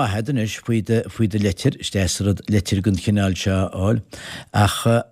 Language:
Irish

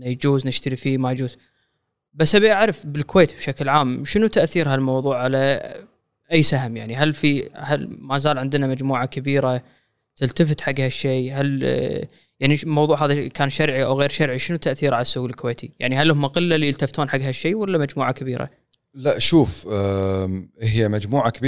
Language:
Gulf Arabic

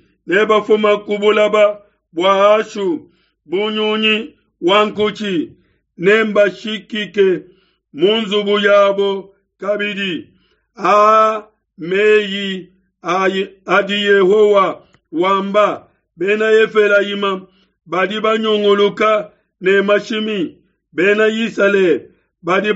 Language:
Luba-Lulua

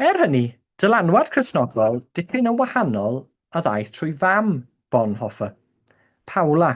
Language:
Welsh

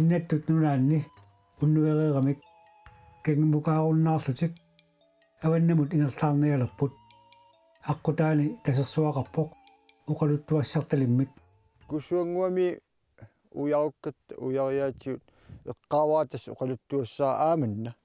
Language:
Kalaallisut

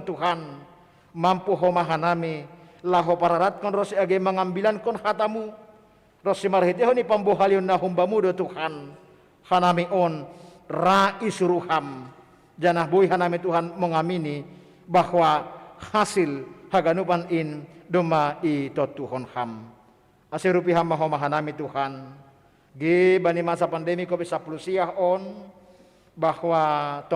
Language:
Batak Simalungun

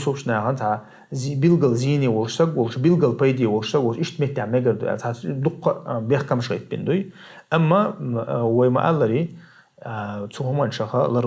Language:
Chechen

